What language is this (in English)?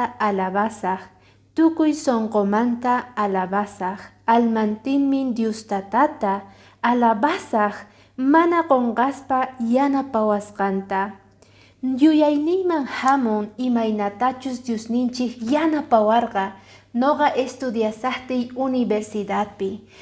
Quechua